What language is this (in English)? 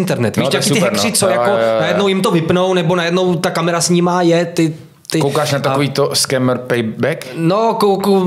Czech